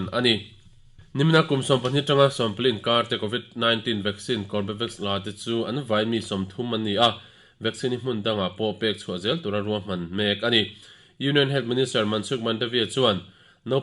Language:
Mizo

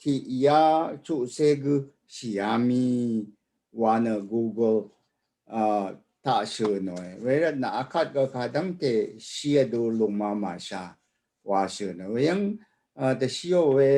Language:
Rawang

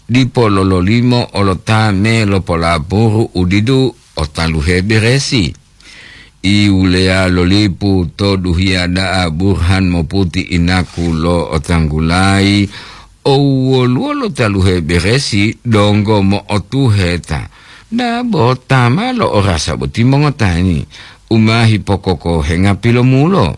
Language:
Gorontalo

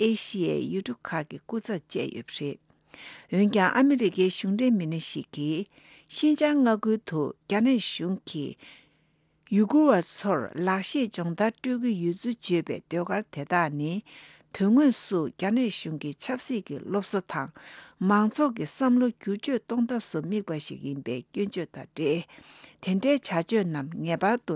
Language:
Tibetan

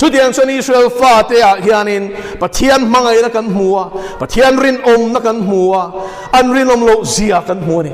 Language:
Mizo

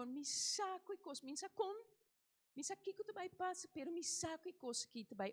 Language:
Papiamento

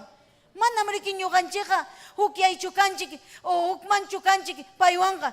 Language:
Ayacucho Quechua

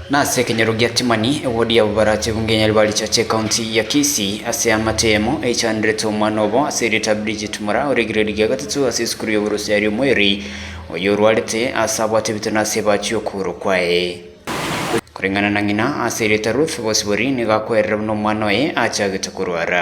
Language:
Gusii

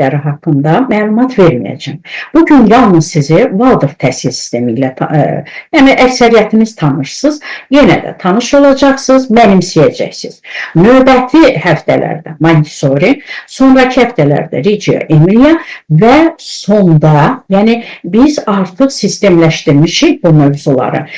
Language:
Azerbaijani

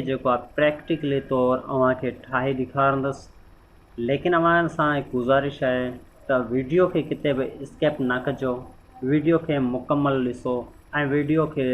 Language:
Sindhi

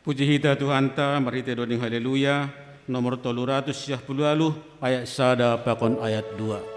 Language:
Batak Simalungun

